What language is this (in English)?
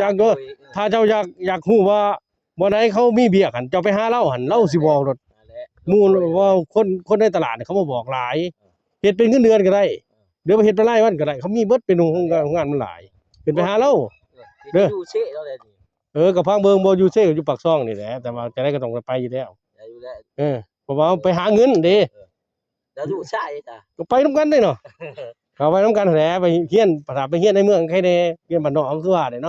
Lao